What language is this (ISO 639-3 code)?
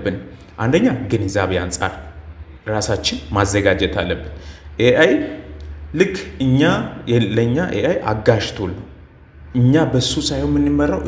amh